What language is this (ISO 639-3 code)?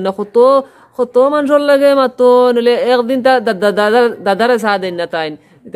syl